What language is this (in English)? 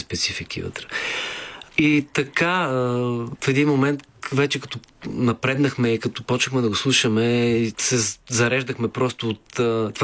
Bulgarian